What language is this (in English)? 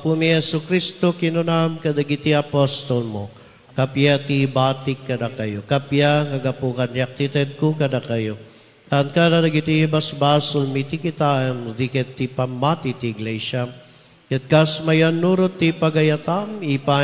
Iloko